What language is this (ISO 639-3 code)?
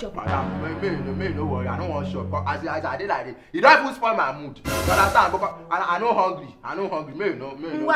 pcm